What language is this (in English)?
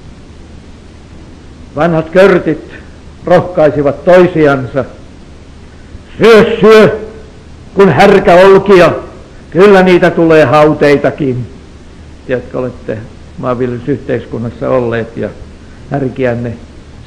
Finnish